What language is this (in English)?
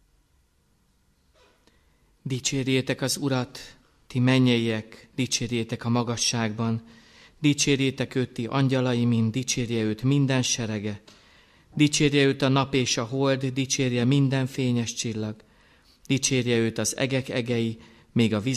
Hungarian